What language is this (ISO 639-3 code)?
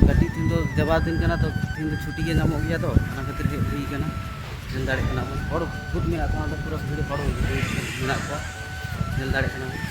sat